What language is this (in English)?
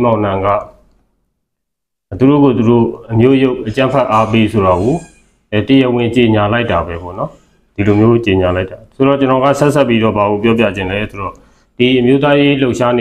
Burmese